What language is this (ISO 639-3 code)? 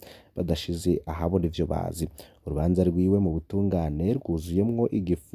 run